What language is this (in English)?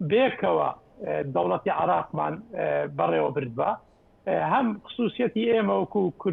Central Kurdish